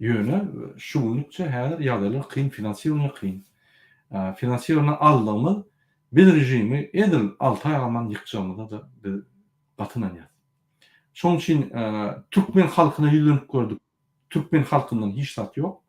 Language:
Turkmen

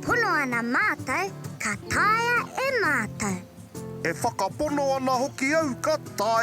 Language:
Māori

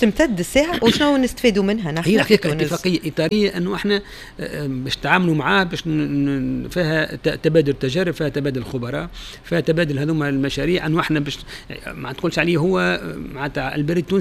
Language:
Tunisian Arabic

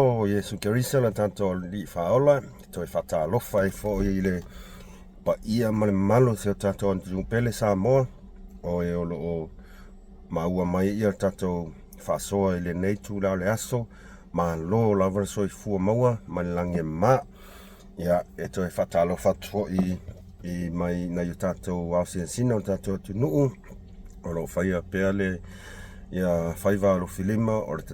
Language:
Samoan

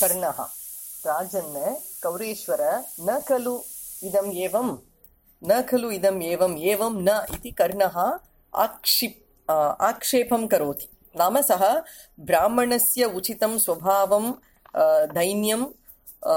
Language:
Sanskrit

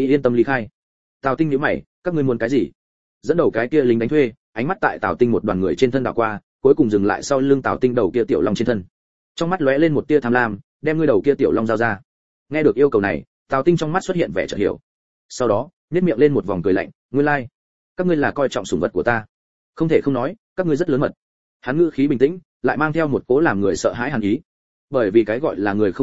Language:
Vietnamese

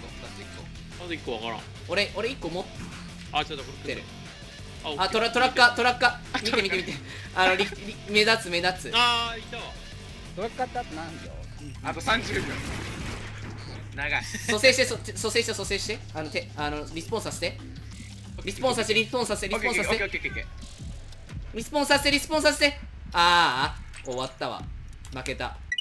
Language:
Japanese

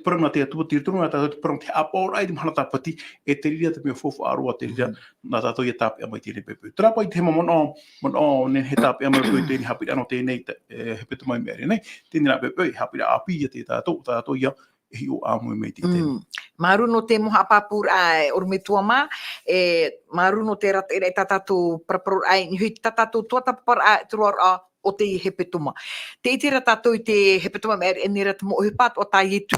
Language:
Tahitian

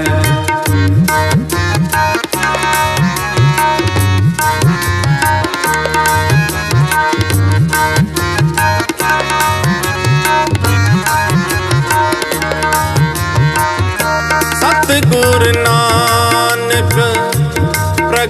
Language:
Punjabi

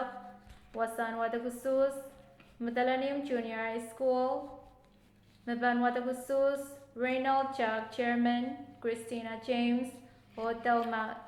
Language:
Pohnpeian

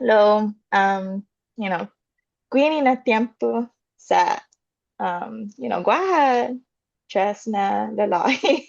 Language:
Chamorro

